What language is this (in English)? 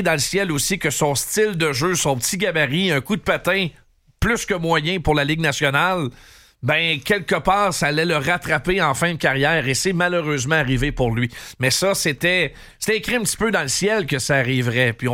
French